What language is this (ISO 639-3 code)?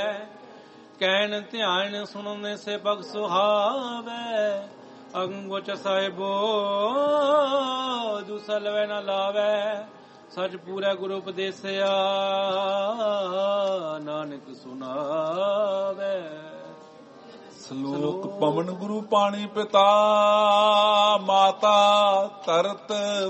pan